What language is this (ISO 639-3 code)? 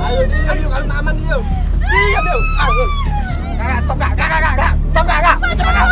mui